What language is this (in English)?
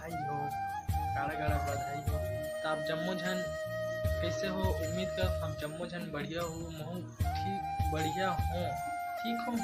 Chhattisgarhi